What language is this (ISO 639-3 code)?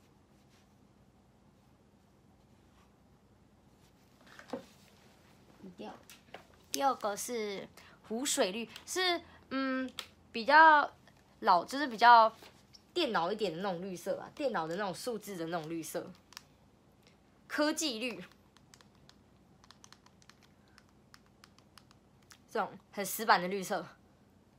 zho